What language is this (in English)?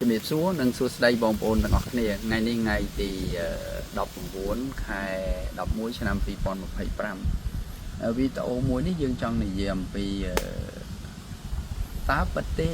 Khmer